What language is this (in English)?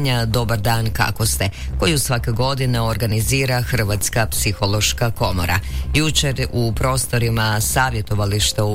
Croatian